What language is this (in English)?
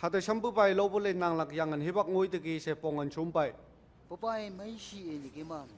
Phom Naga